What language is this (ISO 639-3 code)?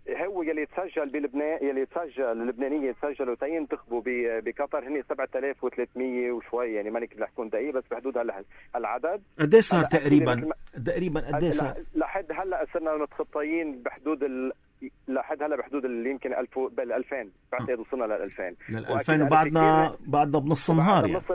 apc